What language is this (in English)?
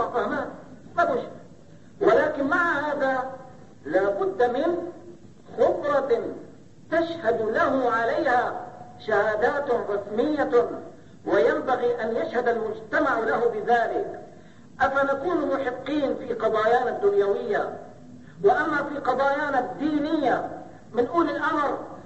Arabic